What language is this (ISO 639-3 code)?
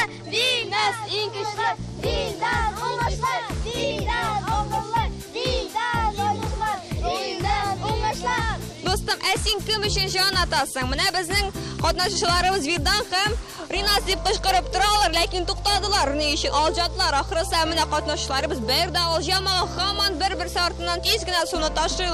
tat